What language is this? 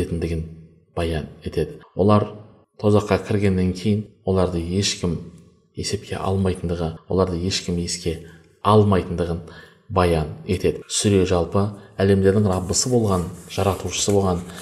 Kazakh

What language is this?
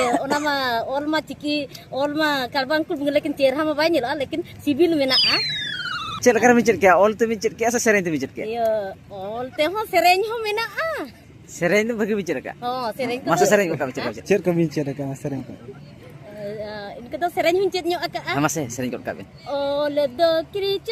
Santali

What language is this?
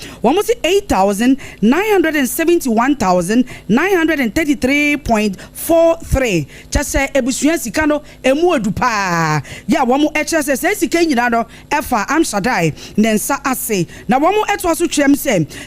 Akan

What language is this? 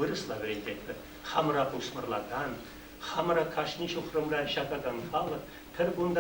Chuvash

